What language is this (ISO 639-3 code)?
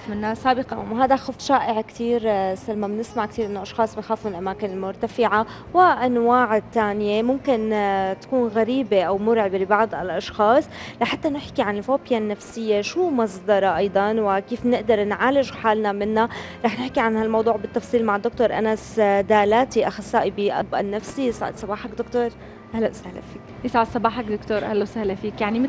apc